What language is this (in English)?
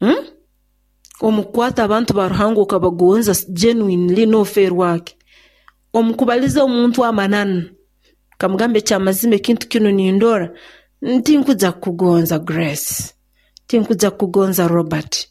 Nyoro